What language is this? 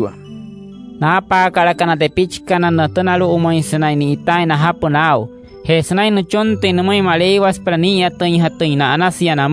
Wayuu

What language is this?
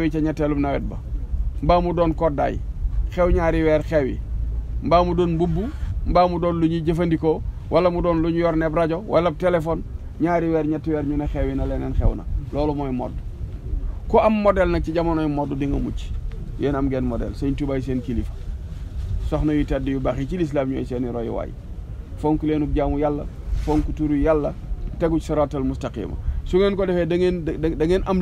Wolof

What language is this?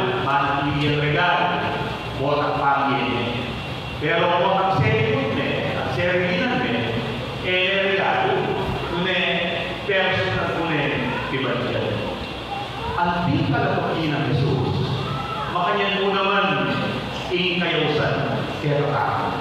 Pampanga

